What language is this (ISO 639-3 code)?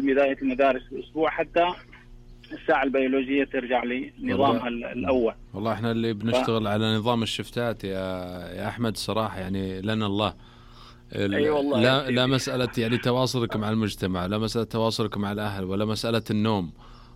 ars